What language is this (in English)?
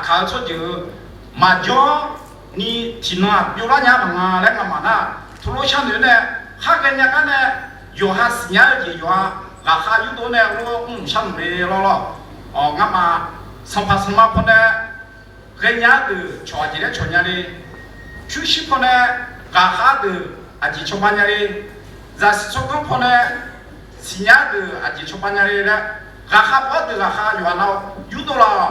Akha